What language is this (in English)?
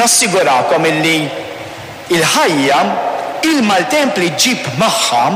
Maltese